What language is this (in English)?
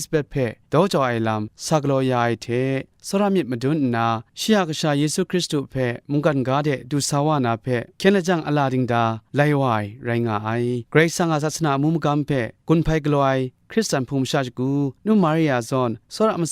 Kachin